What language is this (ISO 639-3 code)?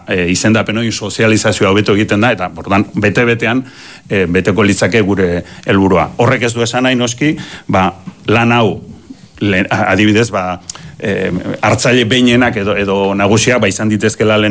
eus